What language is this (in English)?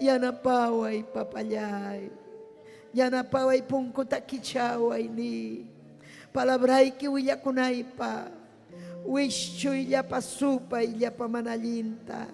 Ayacucho Quechua